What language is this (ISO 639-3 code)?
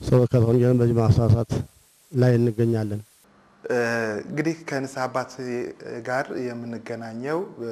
amh